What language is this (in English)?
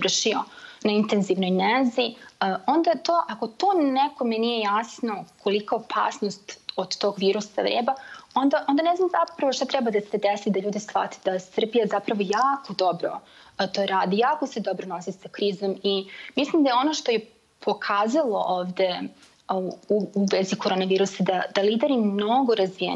Serbian